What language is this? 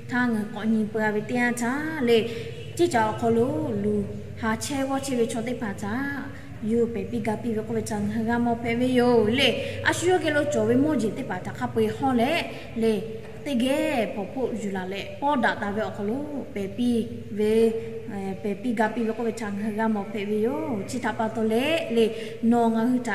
Lahu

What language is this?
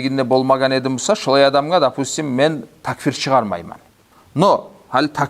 Kumyk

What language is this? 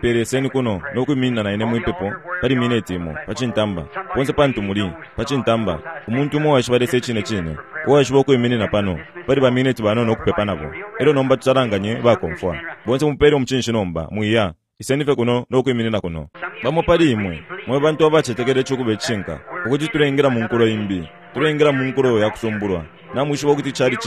Bemba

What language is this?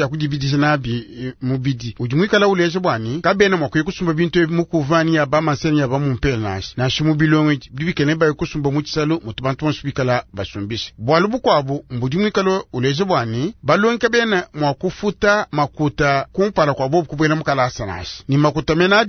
Luba-Lulua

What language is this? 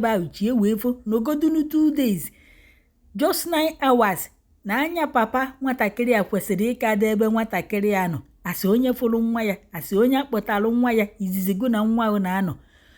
Igbo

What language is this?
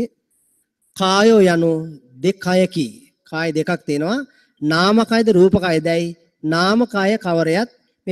Sinhala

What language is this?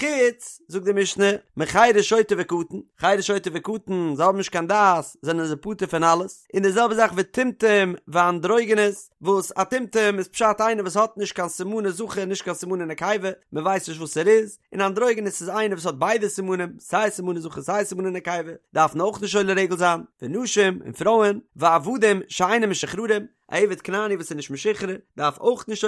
Yiddish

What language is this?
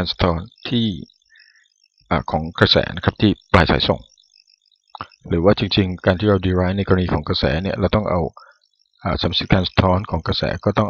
Thai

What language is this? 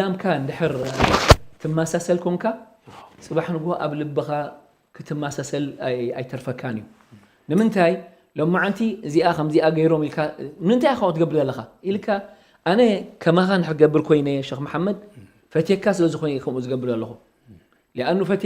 Tigrinya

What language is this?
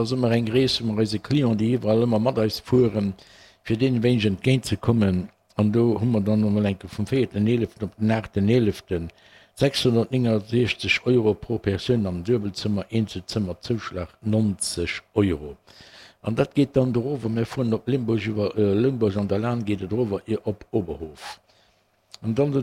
Luxembourgish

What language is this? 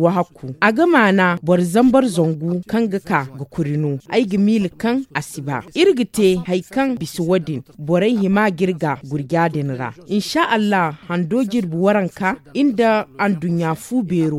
Zarma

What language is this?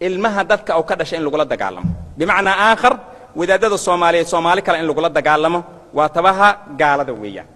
Somali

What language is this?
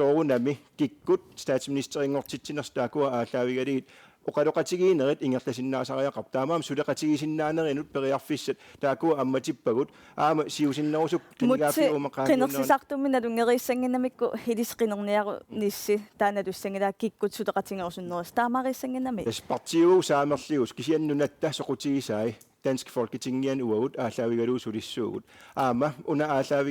Kalaallisut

